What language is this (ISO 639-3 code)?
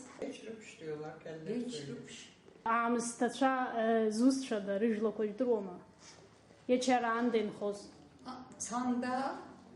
abk